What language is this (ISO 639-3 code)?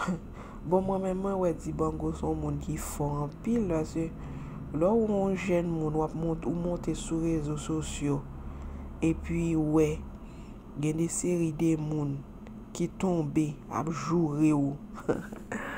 hat